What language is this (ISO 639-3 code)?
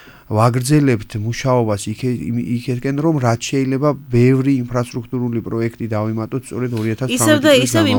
kat